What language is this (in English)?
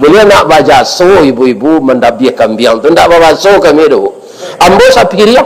Minangkabau